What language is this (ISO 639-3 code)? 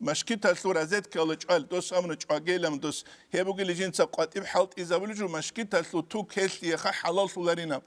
ava